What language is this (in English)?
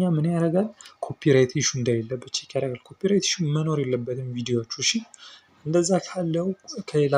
Amharic